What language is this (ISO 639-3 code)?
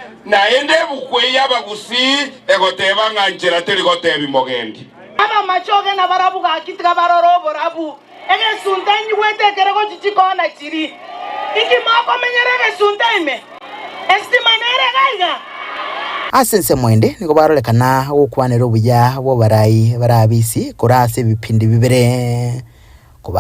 guz